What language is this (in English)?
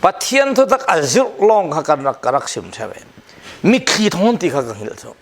Falam Chin